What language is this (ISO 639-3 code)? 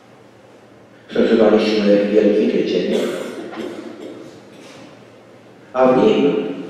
pol